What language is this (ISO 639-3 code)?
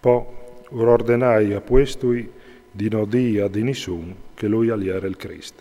fur